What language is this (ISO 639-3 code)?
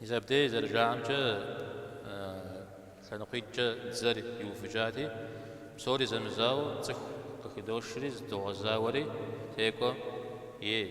kbd